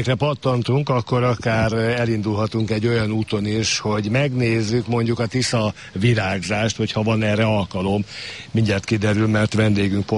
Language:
Hungarian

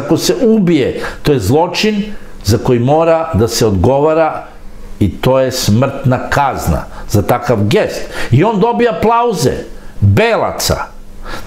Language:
Serbian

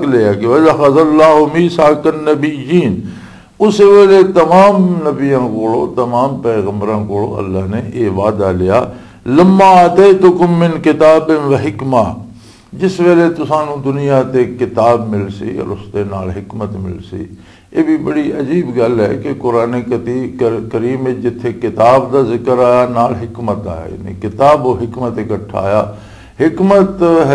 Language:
Western Panjabi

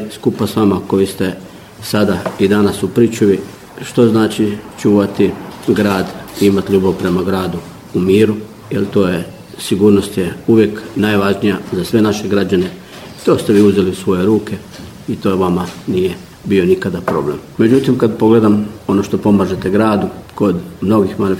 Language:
Croatian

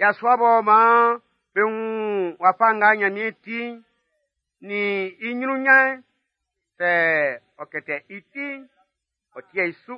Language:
Baoulé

